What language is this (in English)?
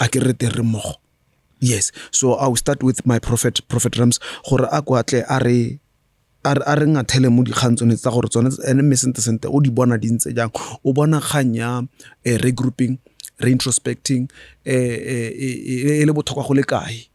Tswana